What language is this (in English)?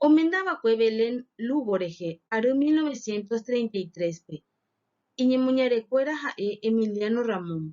Guarani